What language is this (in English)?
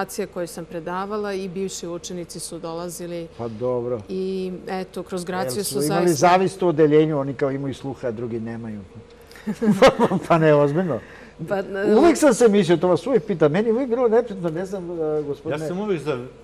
Serbian